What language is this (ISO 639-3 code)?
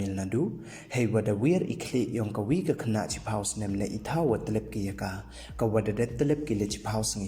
pbv